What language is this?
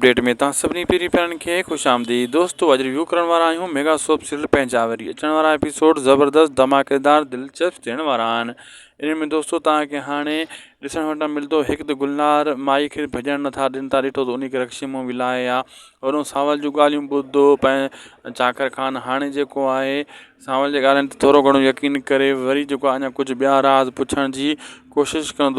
Sindhi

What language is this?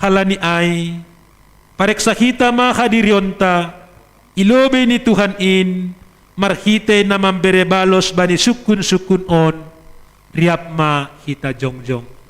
Batak Simalungun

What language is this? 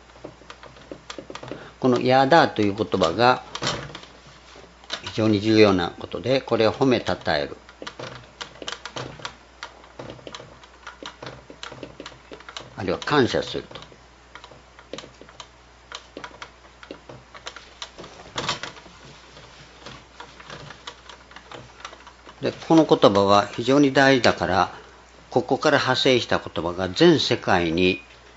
Japanese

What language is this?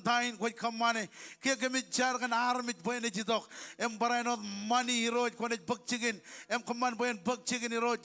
Marshallese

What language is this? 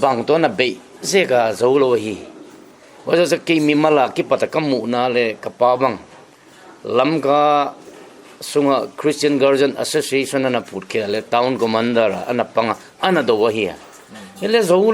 Paite Chin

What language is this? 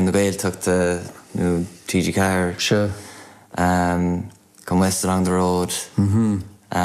Irish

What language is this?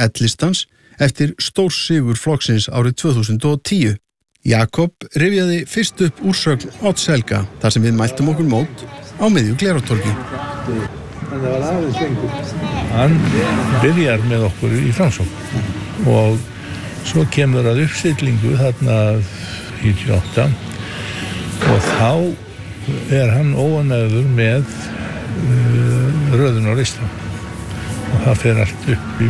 Icelandic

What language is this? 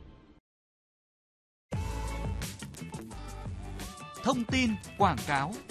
Vietnamese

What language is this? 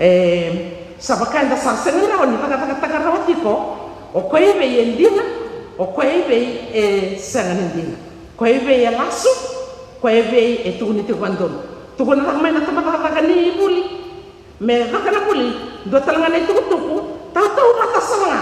Fijian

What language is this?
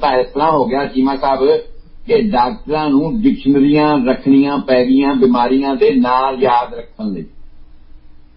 Punjabi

